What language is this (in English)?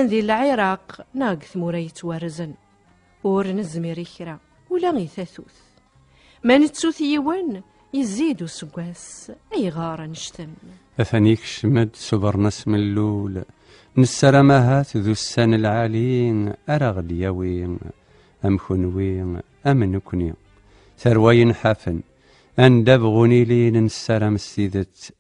Kabyle